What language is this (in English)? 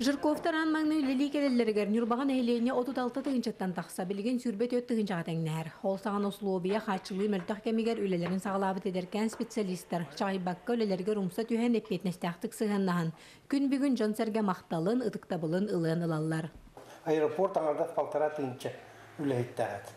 Yakut